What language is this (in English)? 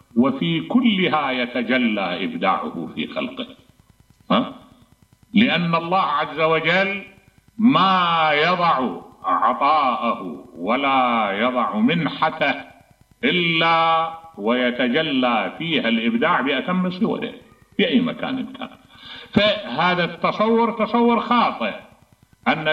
Mesopotamian Arabic